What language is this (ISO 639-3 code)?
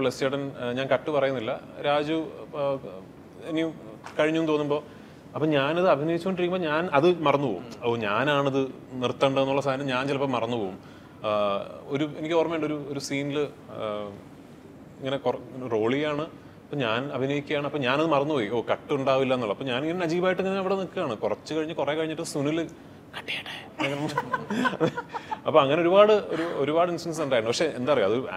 mal